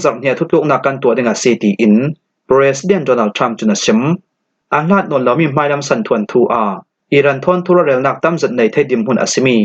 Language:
Falam Chin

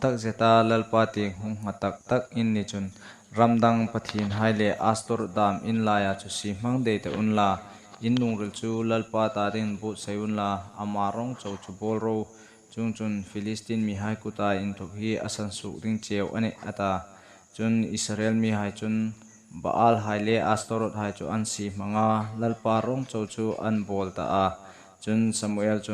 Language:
Hmar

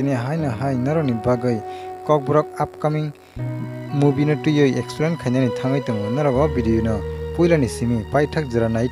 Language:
Kok Borok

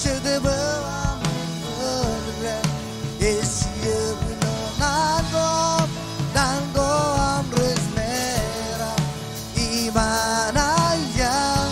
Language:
Marshallese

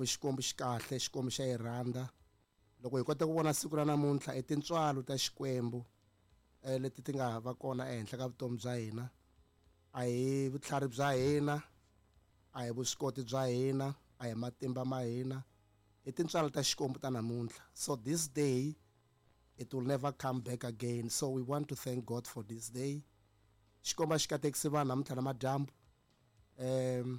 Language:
Tsonga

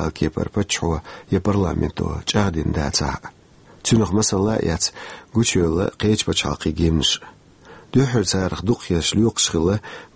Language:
Chechen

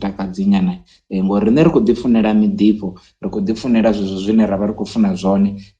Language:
Venda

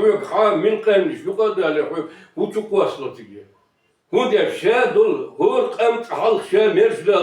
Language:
Chechen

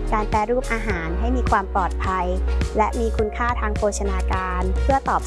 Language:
Thai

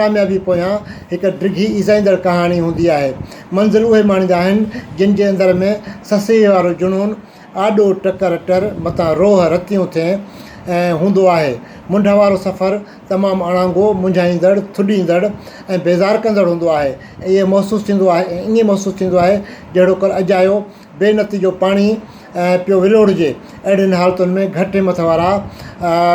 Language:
Sindhi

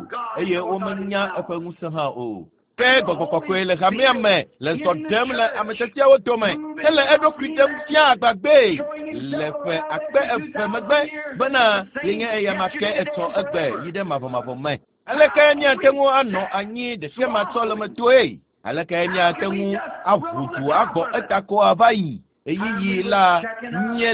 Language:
Ewe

